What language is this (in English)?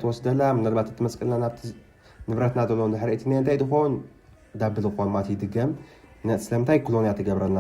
Tigrinya